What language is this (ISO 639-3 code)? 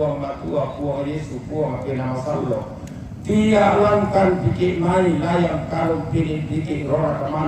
sda